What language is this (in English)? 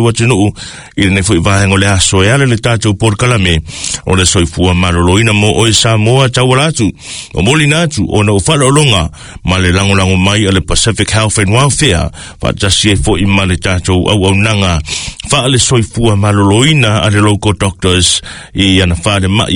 Samoan